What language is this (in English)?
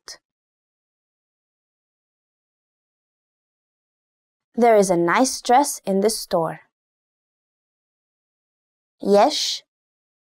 Hebrew